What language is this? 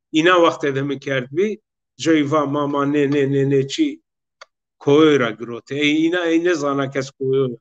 Zaza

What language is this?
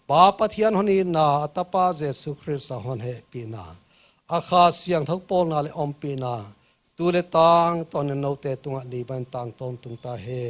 Paite Chin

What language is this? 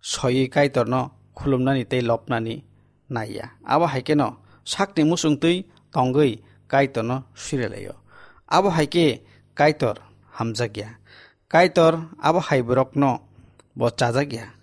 Kok Borok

